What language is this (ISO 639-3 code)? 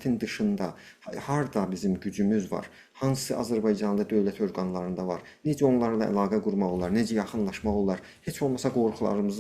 azb